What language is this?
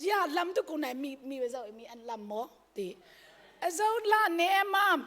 Hakha Chin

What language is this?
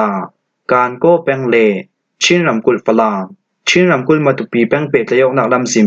Falam Chin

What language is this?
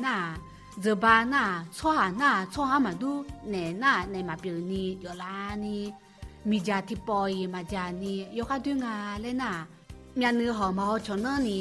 Akha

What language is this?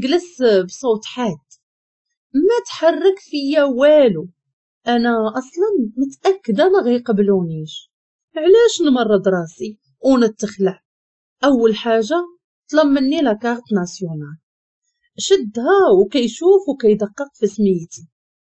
Moroccan Arabic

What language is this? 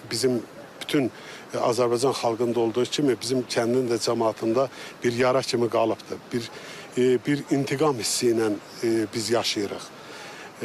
Azerbaijani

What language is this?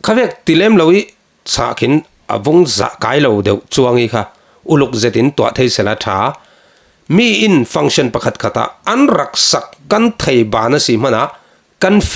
Falam Chin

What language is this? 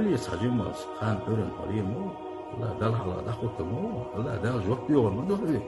Chechen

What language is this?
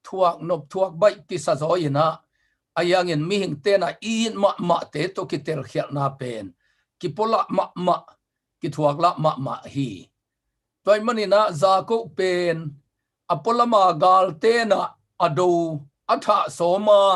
Tedim Chin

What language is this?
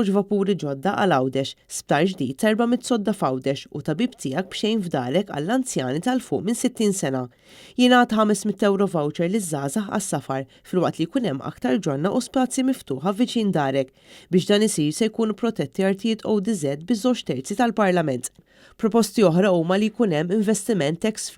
Maltese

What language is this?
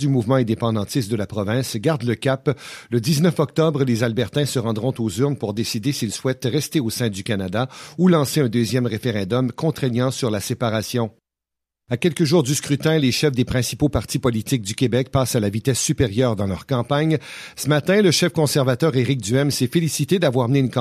French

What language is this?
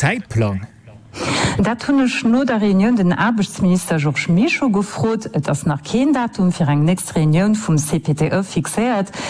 Luxembourgish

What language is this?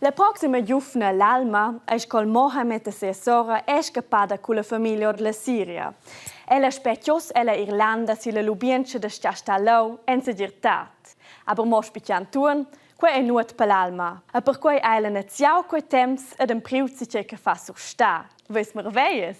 Romansh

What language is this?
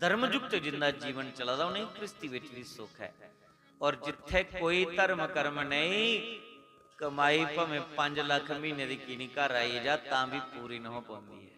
Dogri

